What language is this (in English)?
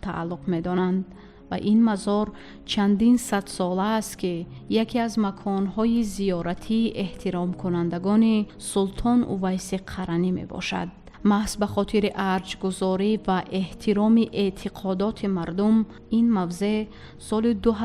Tajik